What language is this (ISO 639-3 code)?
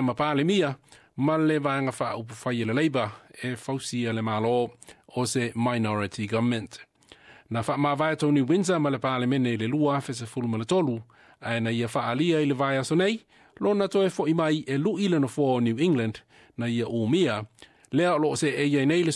smo